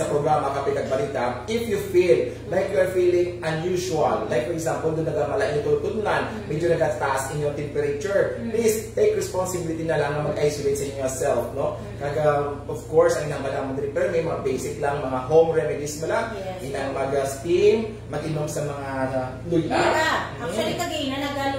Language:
Hiligaynon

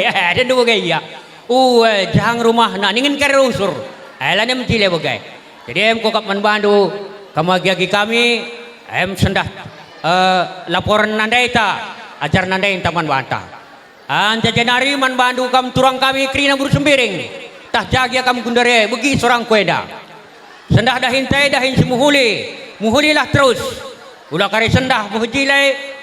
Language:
Batak Karo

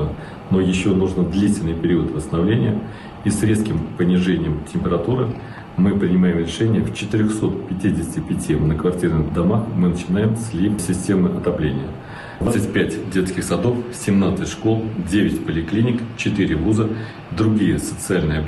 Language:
Russian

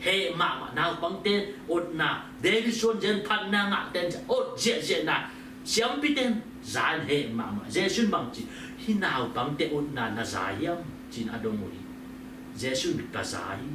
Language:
Tedim Chin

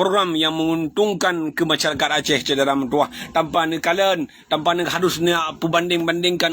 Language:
Achinese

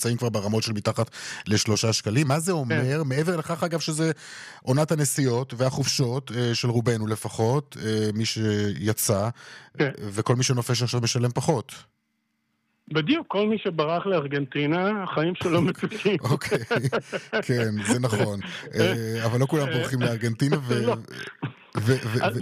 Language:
Hebrew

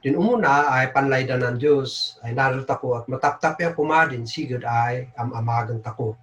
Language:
Kankanaey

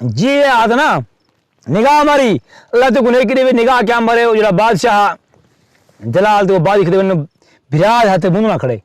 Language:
Saraiki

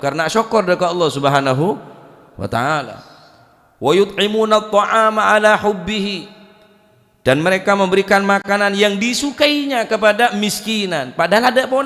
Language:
Madurese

